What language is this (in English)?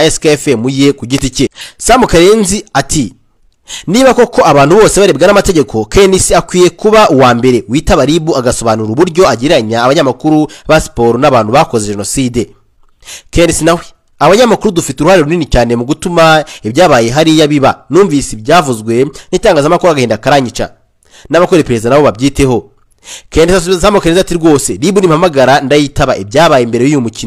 Kinyarwanda